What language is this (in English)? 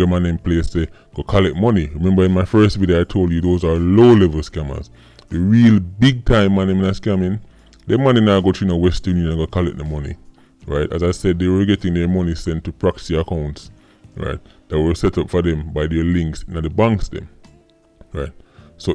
Jamaican Creole English